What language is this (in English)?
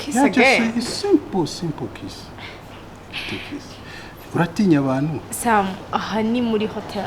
Kinyarwanda